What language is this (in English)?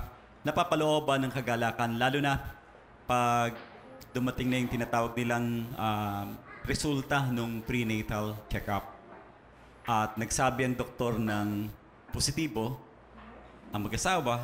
Filipino